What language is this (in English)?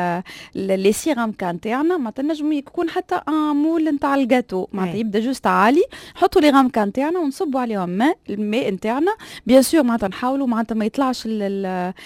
Tunisian Arabic